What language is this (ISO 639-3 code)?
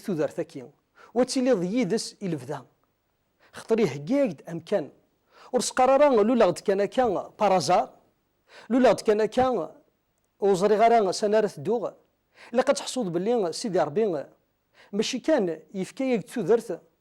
kab